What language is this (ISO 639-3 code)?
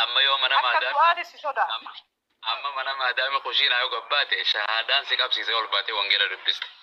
orm